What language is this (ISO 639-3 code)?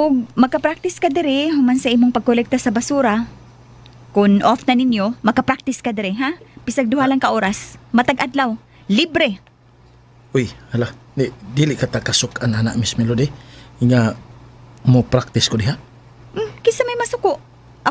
ceb